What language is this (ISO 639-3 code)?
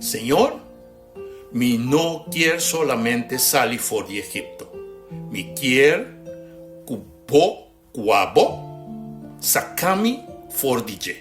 pap